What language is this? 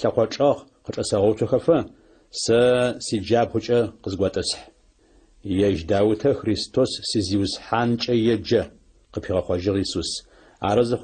Adyghe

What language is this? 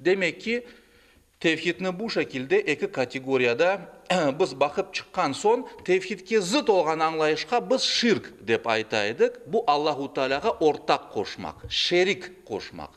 Crimean Tatar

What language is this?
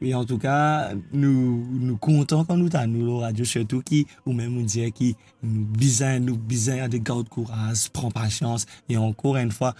Morisyen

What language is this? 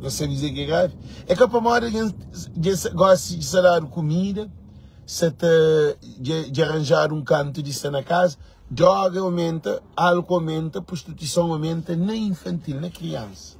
Kabuverdianu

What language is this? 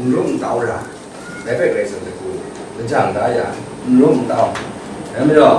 Kachin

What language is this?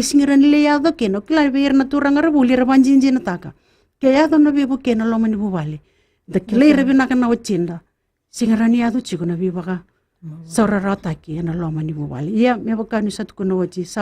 Fijian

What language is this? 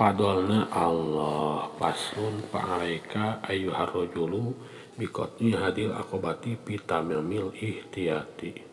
Sundanese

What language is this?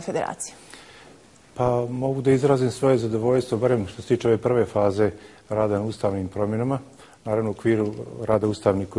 Bosnian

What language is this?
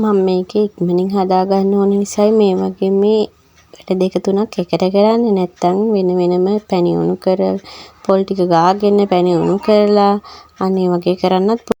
Sinhala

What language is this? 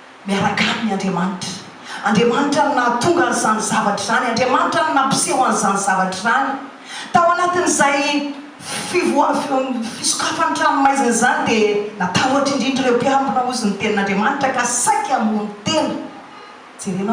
Malagasy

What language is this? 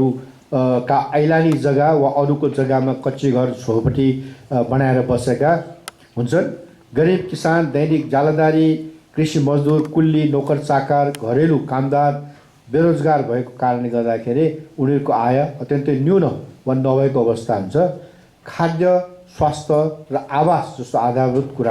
Nepali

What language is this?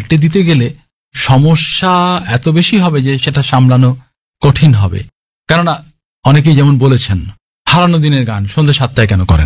Bangla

